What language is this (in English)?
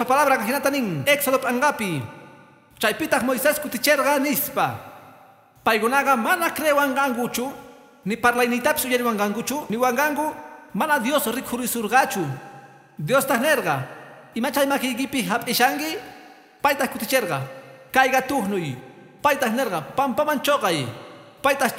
Quechua